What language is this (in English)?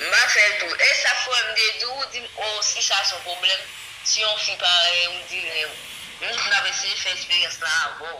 Haitian Creole